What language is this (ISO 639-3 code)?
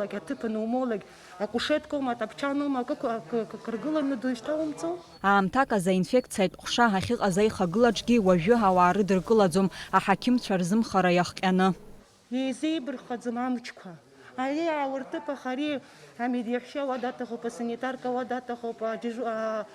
abk